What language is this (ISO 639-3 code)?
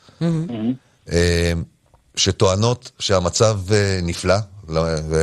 heb